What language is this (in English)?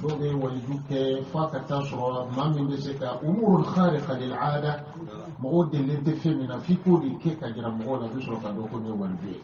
Bambara